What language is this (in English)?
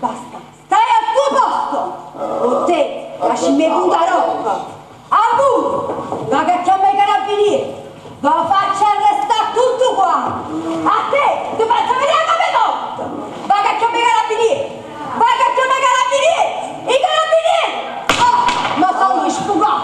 Neapolitan